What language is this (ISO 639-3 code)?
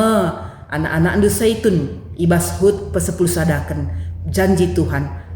btx